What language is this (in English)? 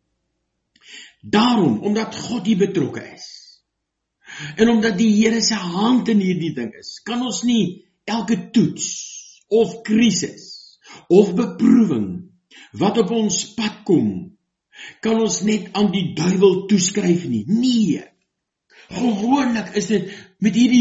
Afrikaans